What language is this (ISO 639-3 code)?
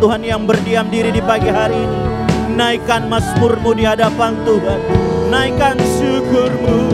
ind